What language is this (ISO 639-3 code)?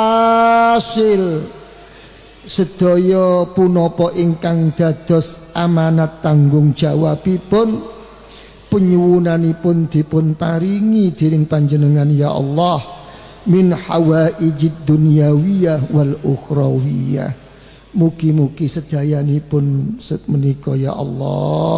jav